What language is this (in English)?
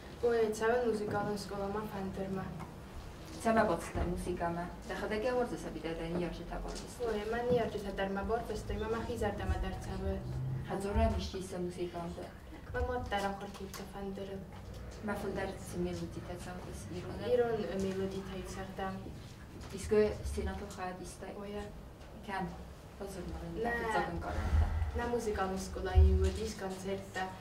Ossetic